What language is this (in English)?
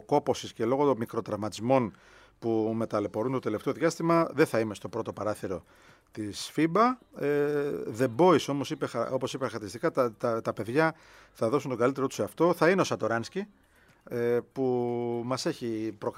Greek